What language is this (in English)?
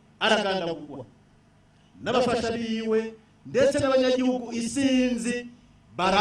Rundi